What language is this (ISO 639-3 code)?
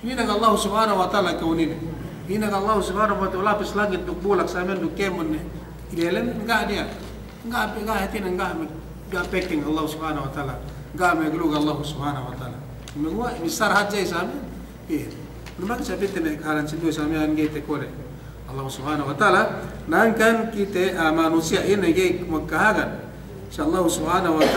yka